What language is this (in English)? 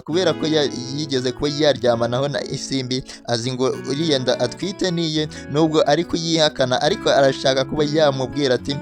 Kinyarwanda